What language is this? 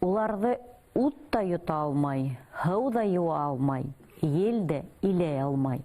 Bashkir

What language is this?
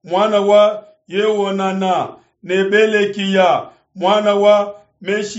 Luba-Lulua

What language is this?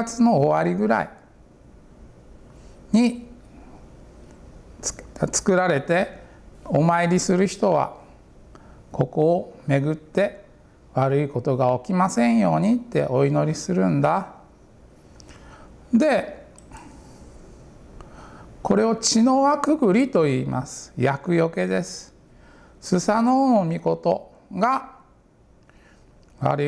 Japanese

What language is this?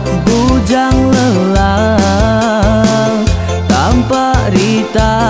Iban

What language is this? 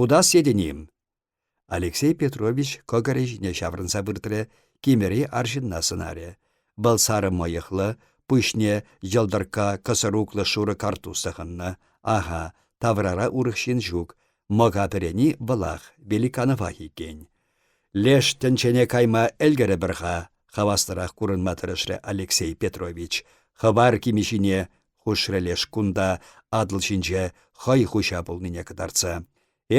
Chuvash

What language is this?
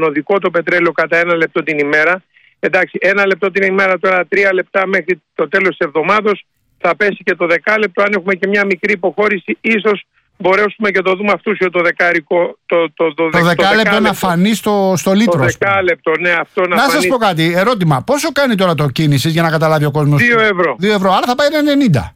Greek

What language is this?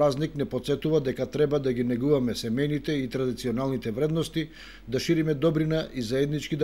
Macedonian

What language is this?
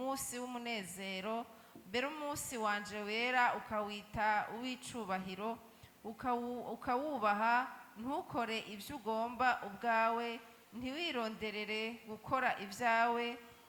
Rundi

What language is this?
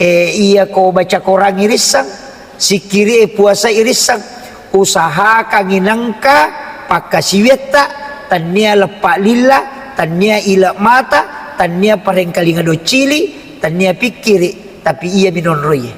Buginese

